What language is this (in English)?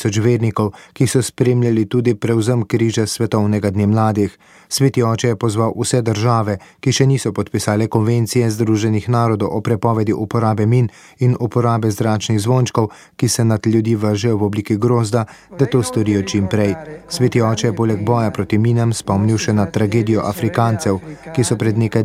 Slovenian